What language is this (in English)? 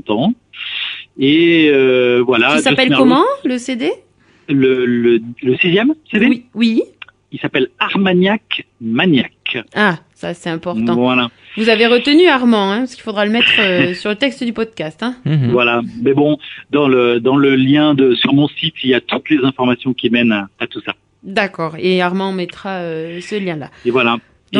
French